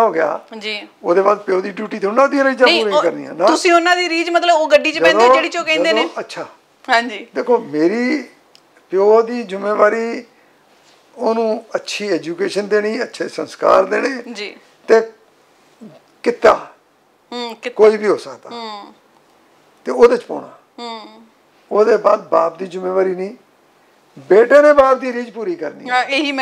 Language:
Punjabi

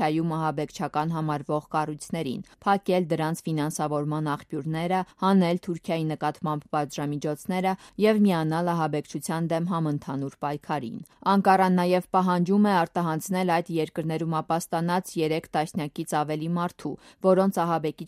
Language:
Armenian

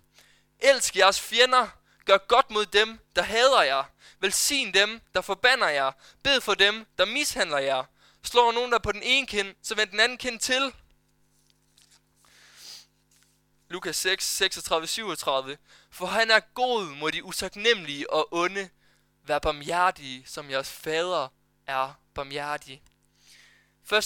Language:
Danish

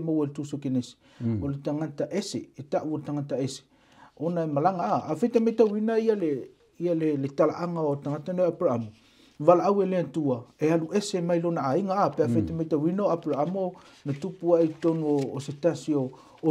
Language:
Samoan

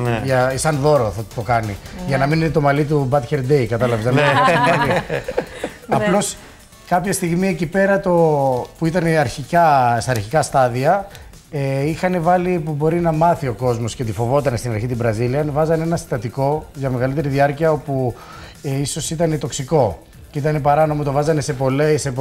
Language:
Greek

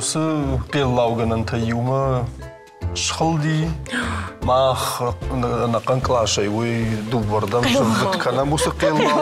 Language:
Ossetic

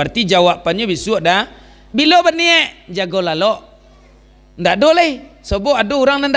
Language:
Minangkabau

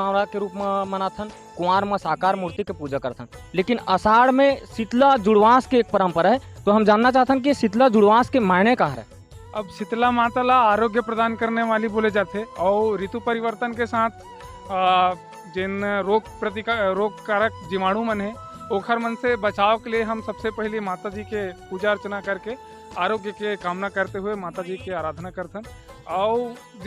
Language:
Chhattisgarhi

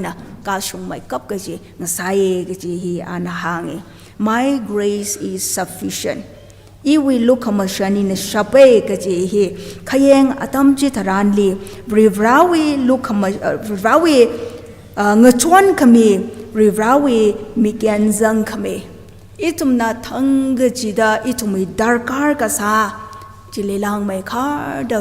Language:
Tangkhul Naga (India)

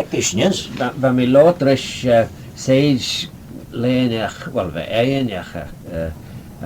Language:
Manx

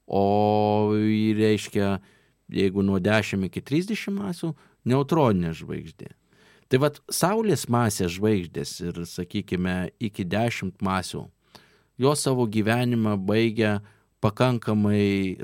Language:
Lithuanian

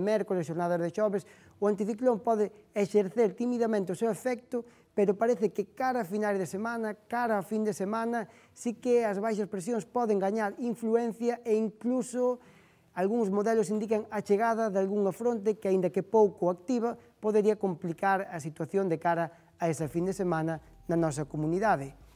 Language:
Galician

